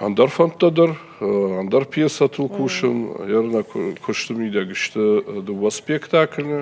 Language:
Ossetic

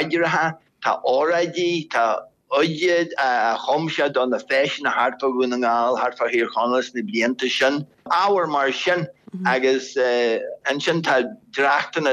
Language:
Irish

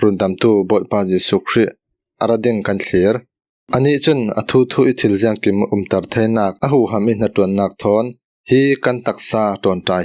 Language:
Falam Chin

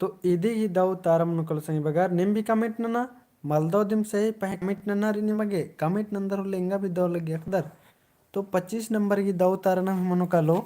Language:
Kurukh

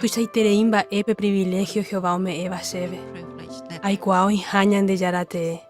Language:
Guarani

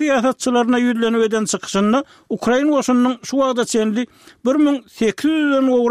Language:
Turkmen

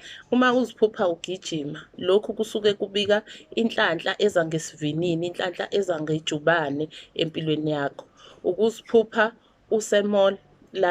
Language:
Zulu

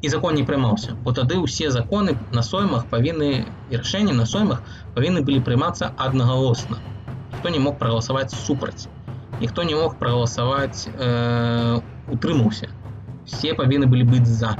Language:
Belarusian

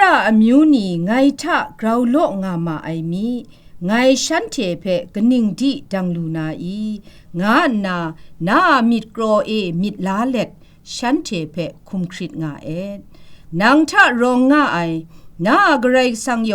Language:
Kachin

